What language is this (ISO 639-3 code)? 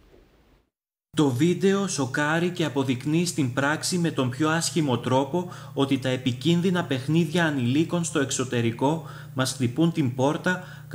ell